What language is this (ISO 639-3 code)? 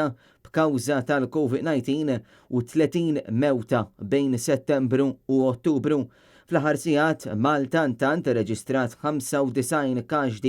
mlt